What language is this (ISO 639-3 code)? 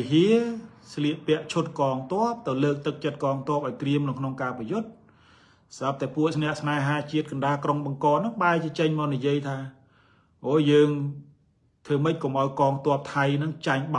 khm